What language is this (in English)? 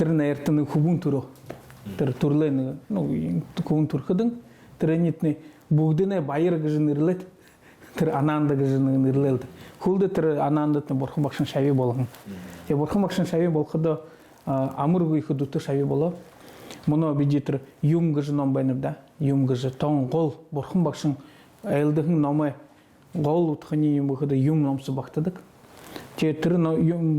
Buriat